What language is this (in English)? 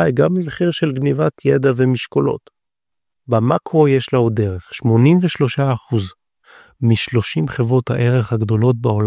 Hebrew